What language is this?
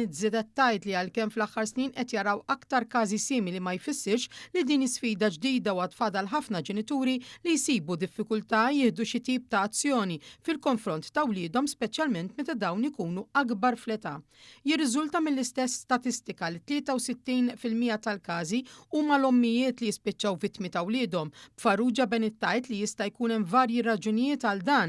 Maltese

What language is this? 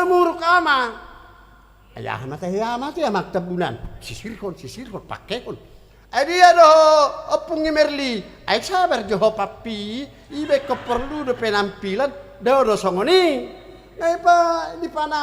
Batak Toba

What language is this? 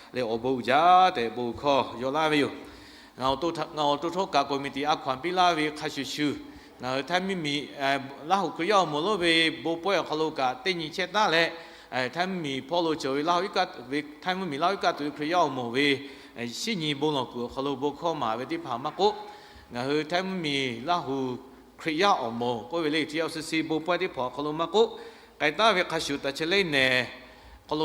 Lahu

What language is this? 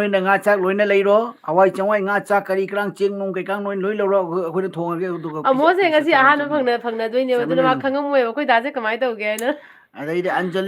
Manipuri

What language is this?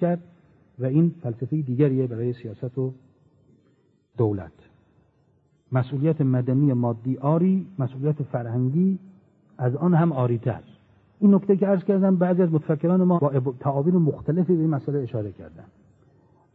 Persian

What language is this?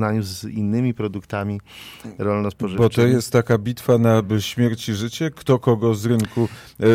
Polish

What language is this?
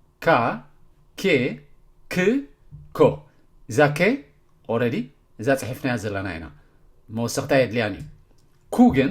Tigrinya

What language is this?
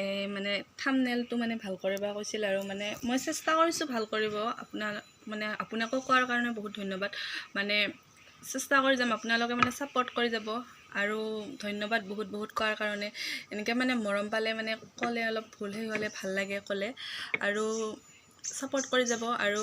Assamese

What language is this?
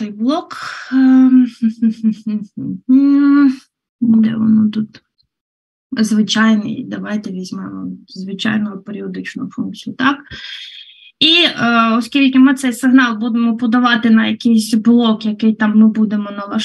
Ukrainian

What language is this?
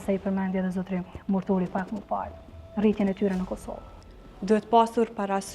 Albanian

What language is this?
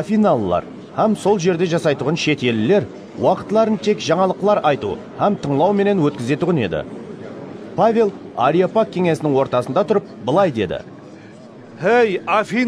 Kara-Kalpak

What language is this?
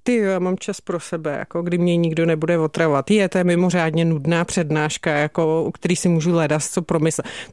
Czech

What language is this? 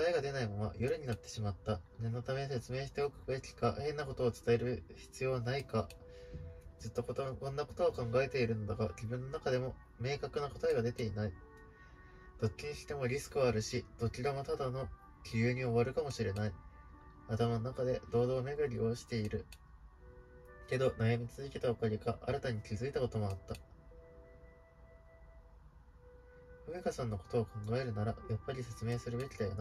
Japanese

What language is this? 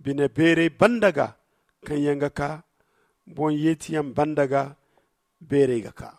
Zarma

